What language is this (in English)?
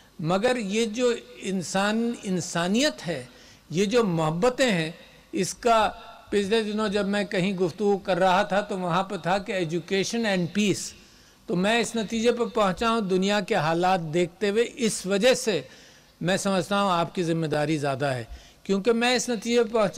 Urdu